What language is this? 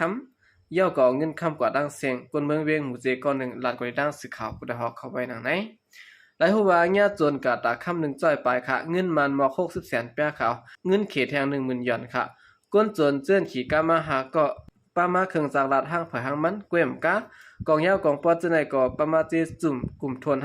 Shan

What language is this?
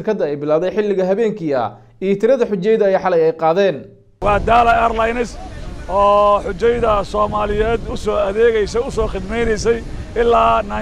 Somali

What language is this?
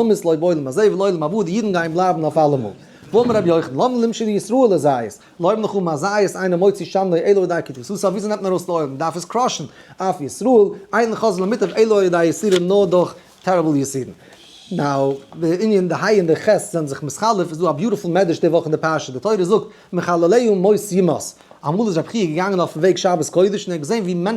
Yiddish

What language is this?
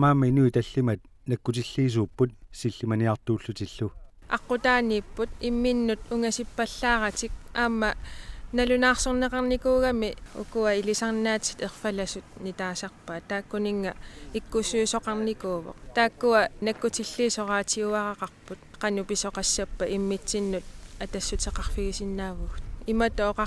Kalaallisut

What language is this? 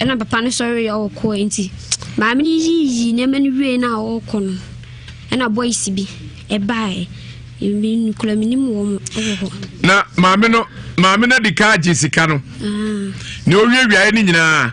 Akan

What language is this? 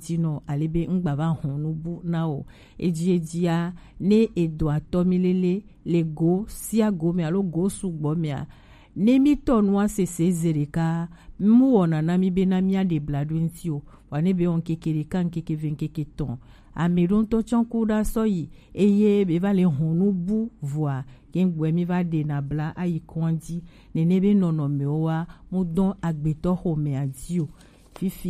Gen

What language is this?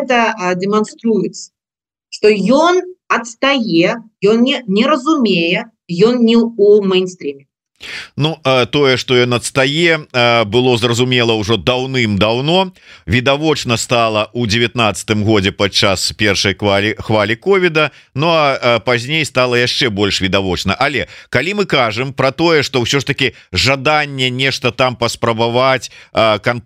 Belarusian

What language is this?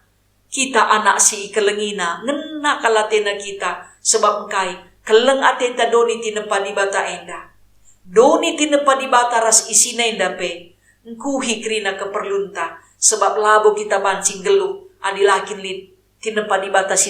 Batak Karo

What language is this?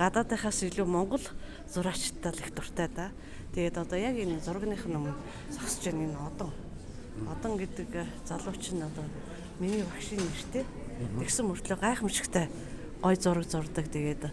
Mongolian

